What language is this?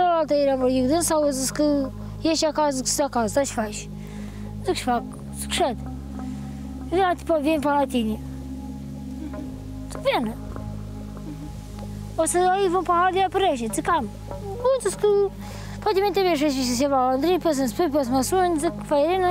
Romanian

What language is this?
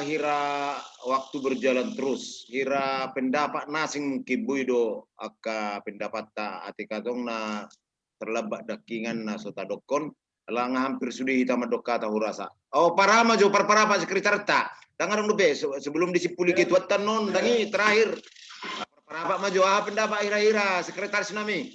Batak Toba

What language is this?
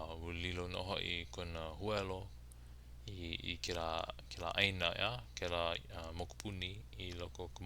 Hawaiian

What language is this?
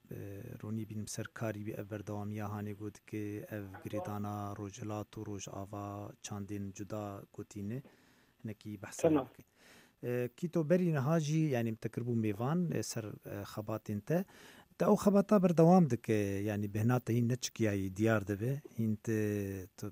Kurdish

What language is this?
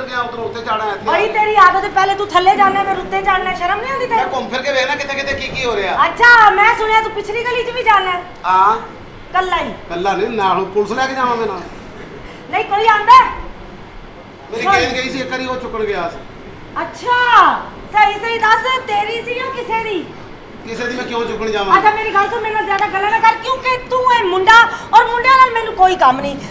Punjabi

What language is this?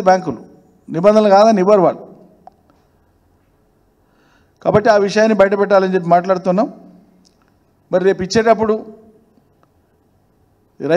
Telugu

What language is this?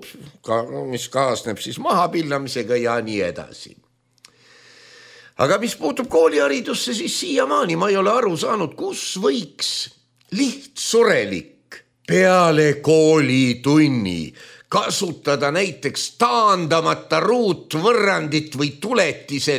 Estonian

